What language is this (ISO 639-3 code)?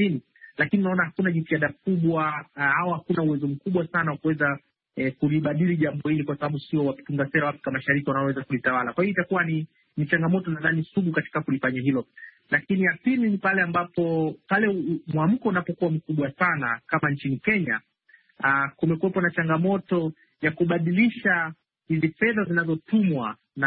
swa